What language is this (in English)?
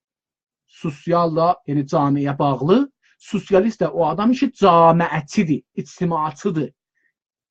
South Azerbaijani